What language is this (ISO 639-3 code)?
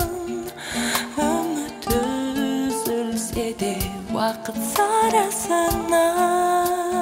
kaz